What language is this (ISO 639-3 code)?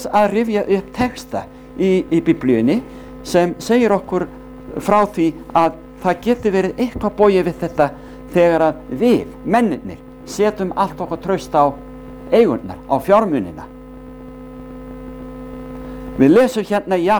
isl